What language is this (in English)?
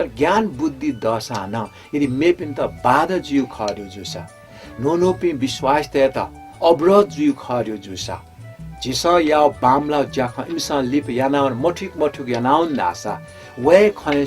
Newari